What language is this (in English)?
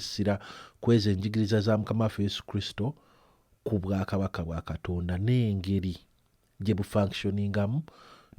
Ganda